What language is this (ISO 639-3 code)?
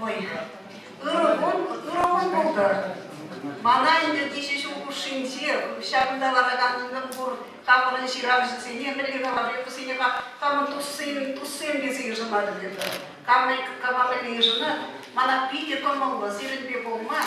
chv